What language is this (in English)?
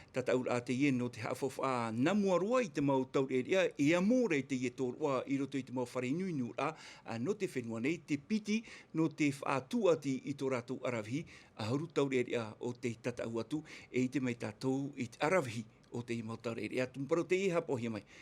Tahitian